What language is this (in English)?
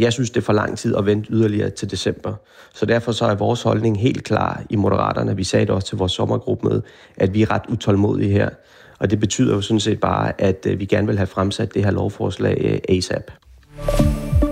Danish